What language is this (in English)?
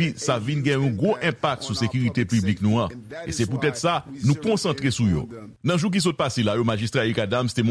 Haitian Creole